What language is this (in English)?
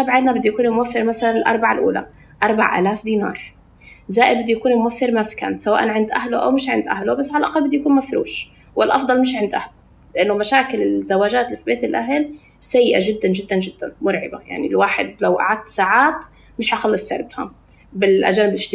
North Levantine Arabic